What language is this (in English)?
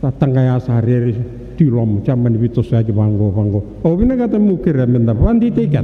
Fijian